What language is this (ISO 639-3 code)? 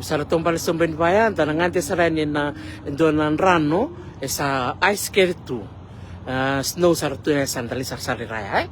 fij